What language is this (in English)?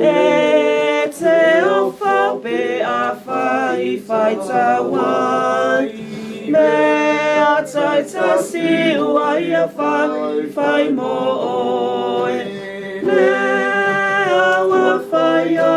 Samoan